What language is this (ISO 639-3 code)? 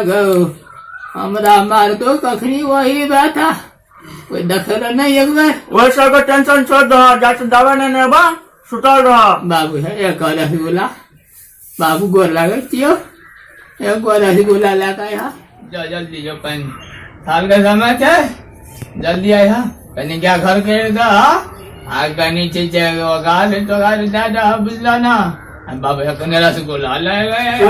mai